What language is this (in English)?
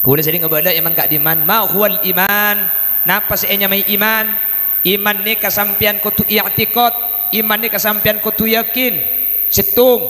Madurese